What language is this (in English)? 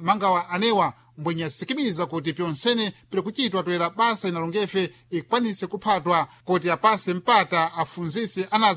Sena